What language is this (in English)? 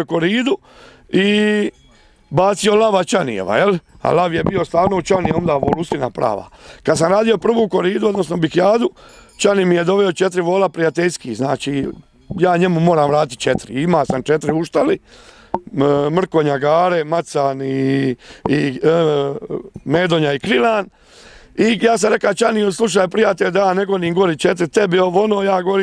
Croatian